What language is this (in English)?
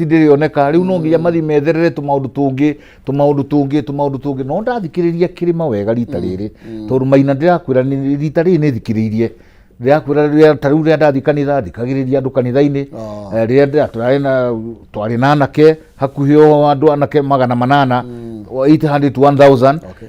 Kikuyu